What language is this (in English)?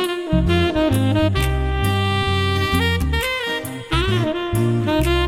Telugu